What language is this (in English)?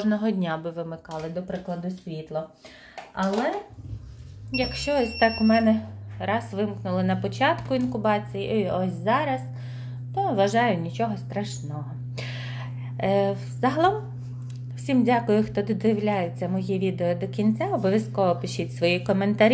Ukrainian